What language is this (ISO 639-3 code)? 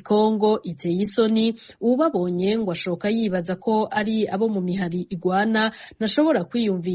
run